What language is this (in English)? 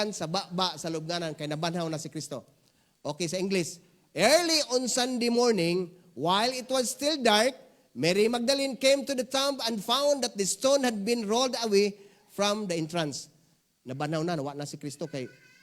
Cebuano